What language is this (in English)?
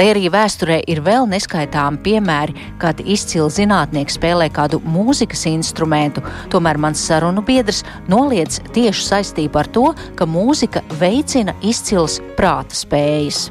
Latvian